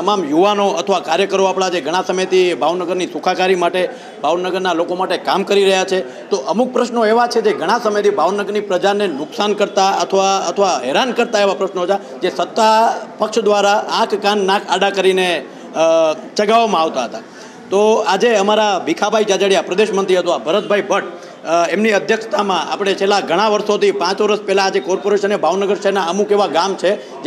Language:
Gujarati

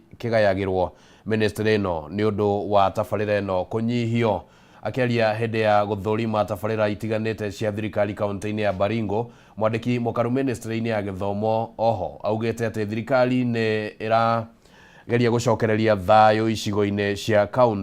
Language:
Kikuyu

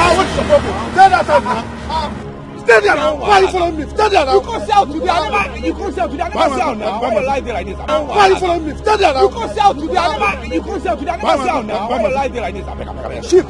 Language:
Nigerian Pidgin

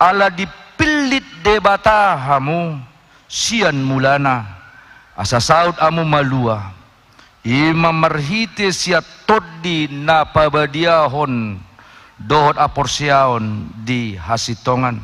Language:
Batak Toba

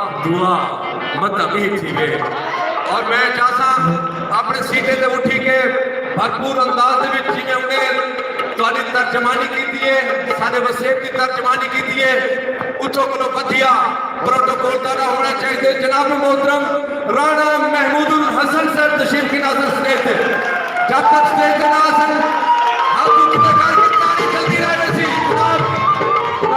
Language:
Saraiki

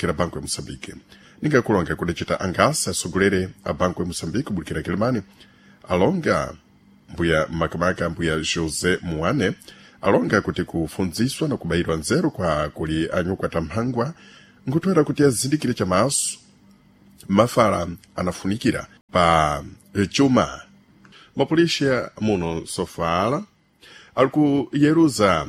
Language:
Sena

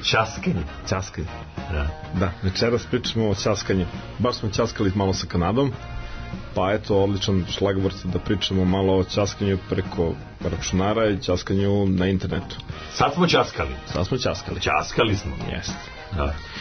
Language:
Serbian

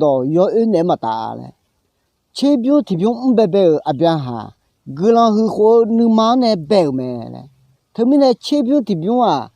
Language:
Akha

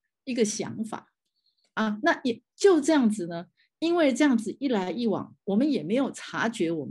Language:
Chinese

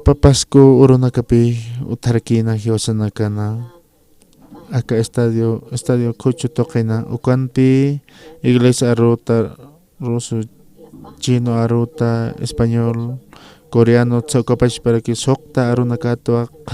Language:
Aymara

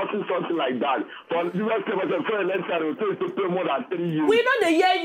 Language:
Nigerian Pidgin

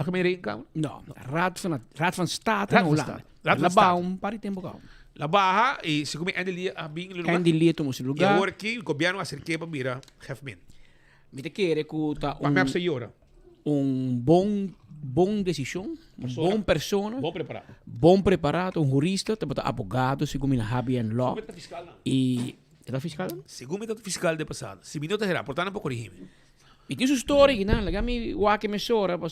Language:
Papiamento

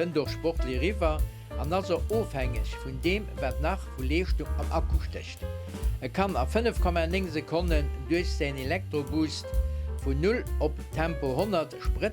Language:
Luxembourgish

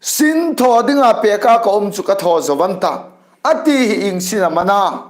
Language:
Hmar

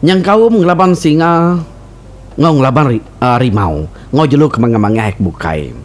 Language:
Iban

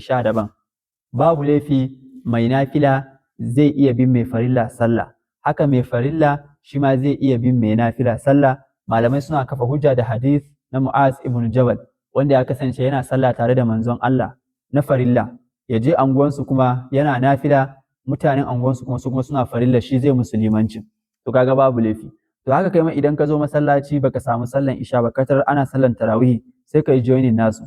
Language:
Hausa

